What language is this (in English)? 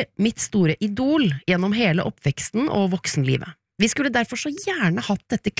Norwegian